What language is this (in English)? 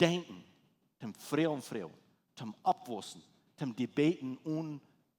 Plautdietsch